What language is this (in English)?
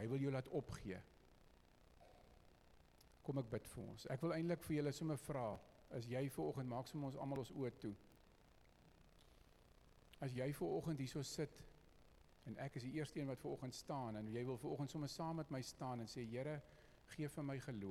Afrikaans